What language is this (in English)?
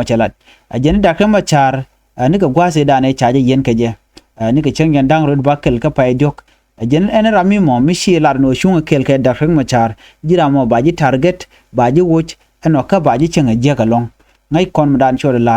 Nuer